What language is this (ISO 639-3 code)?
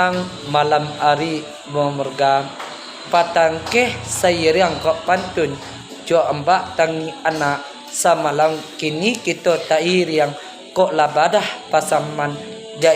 min